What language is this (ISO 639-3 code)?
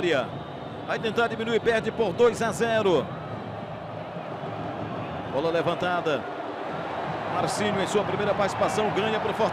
por